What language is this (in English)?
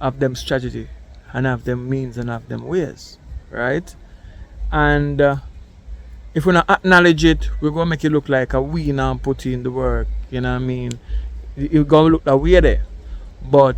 Jamaican Creole English